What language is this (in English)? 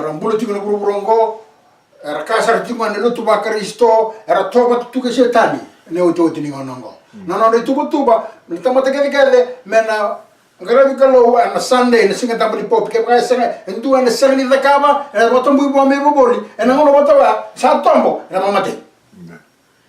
Fijian